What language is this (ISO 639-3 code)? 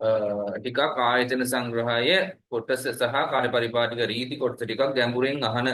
sin